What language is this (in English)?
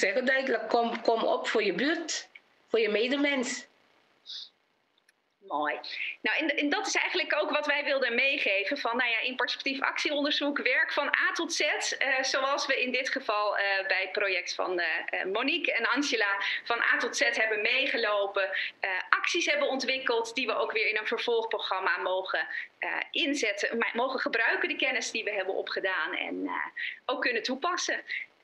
Dutch